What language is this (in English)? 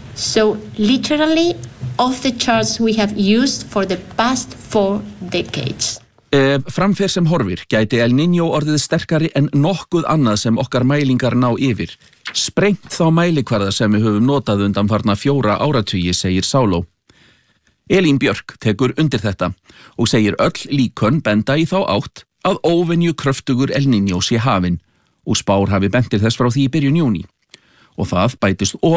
Icelandic